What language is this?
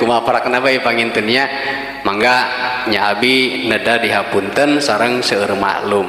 Sundanese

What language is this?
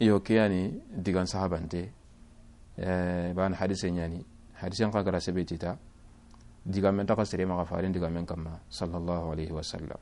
Soninke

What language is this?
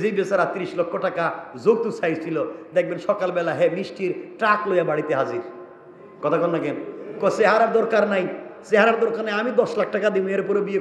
Bangla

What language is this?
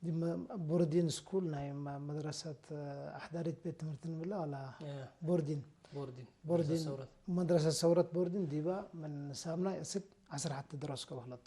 Tigre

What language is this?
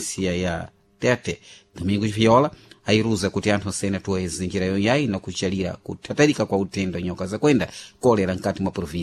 Sena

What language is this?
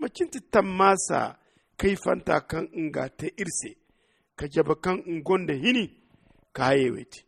Zarma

